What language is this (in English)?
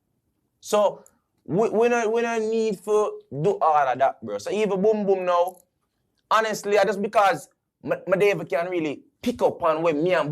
Jamaican Creole English